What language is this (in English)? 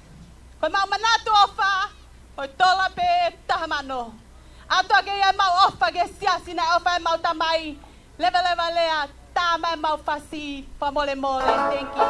Tongan